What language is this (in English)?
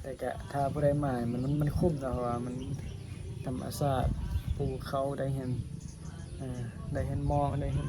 Northeastern Thai